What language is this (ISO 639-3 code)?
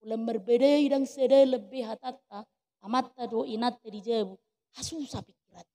bbc